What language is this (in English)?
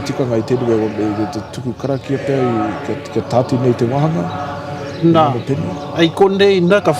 Māori